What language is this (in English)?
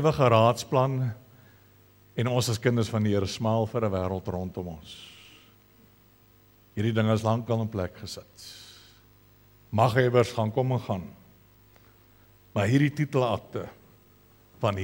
Afrikaans